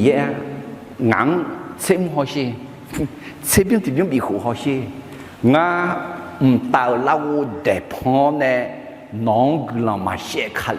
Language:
Akha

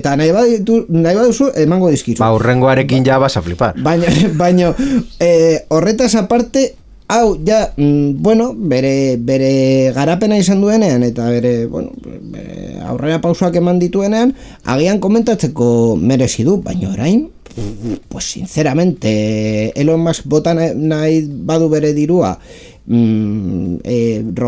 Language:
Basque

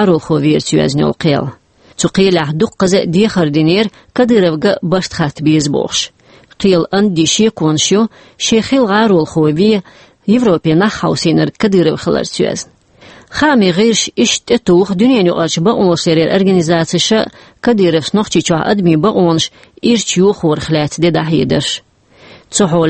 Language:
Chechen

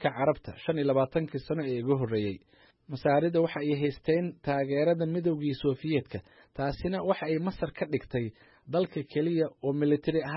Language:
Somali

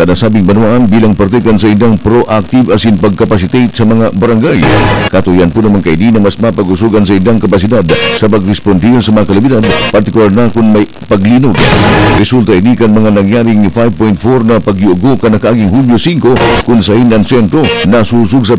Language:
Bikol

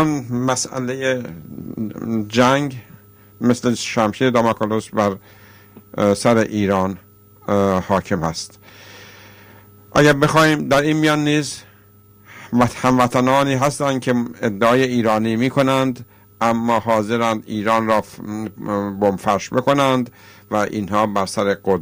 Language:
Persian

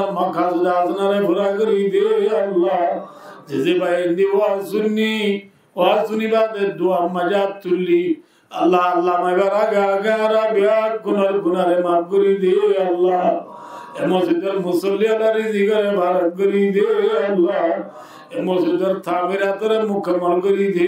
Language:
Rohingya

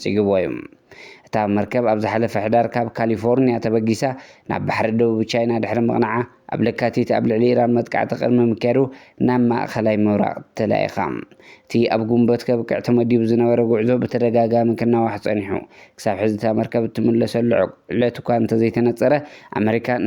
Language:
Tigrinya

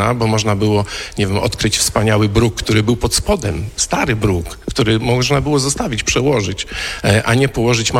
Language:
Polish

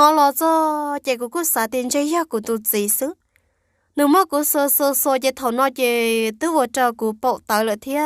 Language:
Hmong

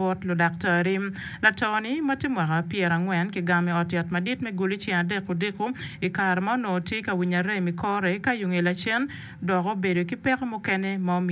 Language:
Acoli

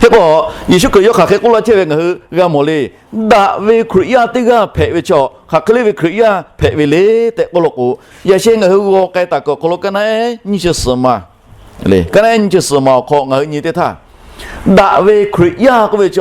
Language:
Lahu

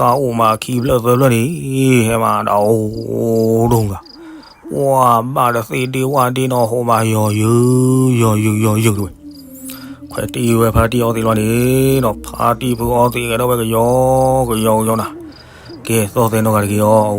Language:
S'gaw Karen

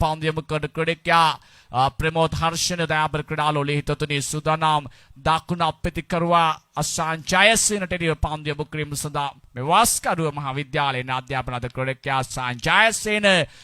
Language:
Sinhala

